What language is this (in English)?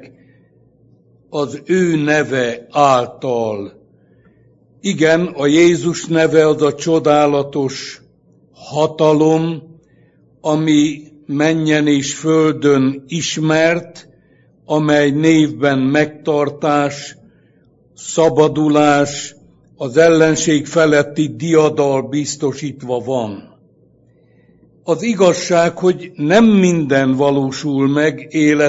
Hungarian